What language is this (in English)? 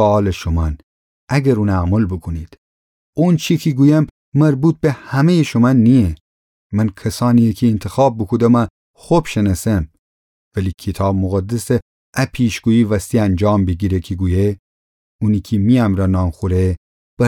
Gilaki